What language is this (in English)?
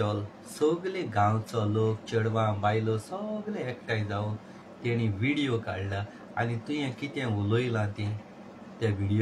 Konkani